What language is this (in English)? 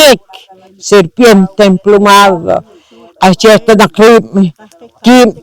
Poqomchi'